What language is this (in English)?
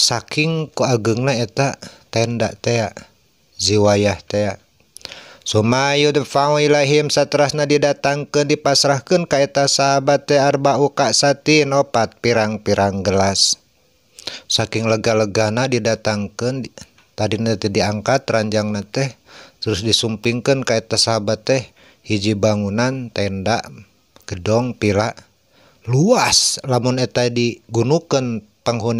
Sundanese